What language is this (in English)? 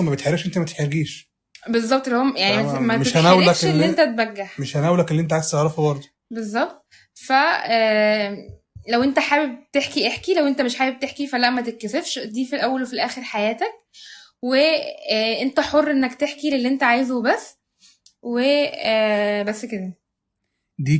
Egyptian Arabic